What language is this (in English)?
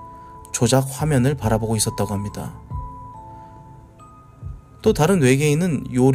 Korean